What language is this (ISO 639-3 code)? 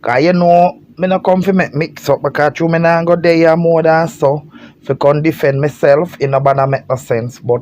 jam